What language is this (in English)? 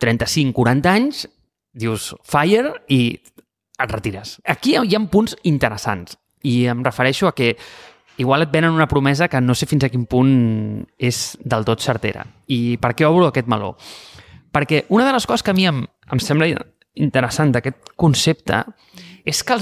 Catalan